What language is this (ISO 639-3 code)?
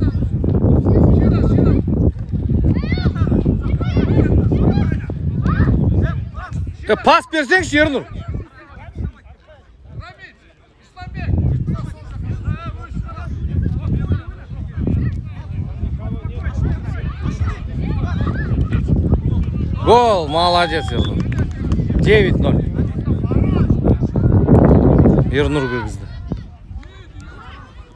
kaz